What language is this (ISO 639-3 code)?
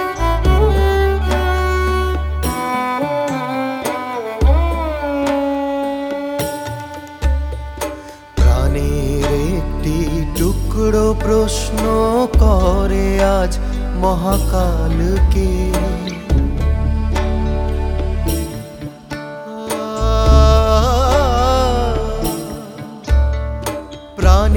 ben